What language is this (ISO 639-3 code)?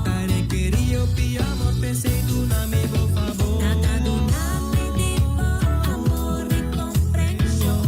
pap